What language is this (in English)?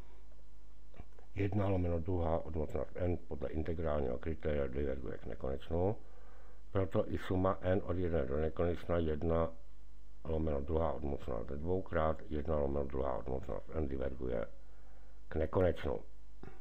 Czech